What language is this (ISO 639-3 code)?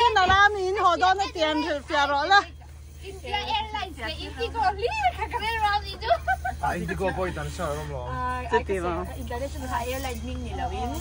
lus